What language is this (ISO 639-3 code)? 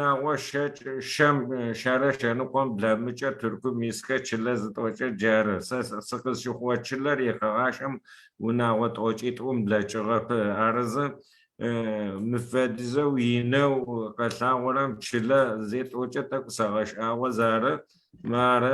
ady